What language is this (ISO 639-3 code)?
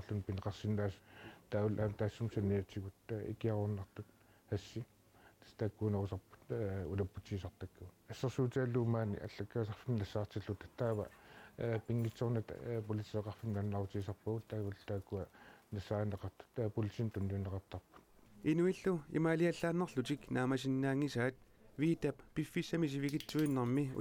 kal